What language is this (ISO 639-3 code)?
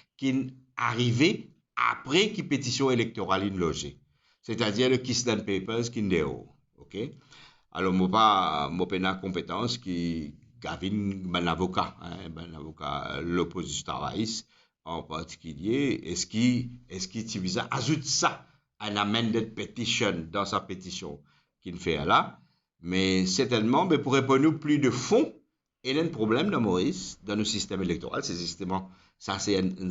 mfe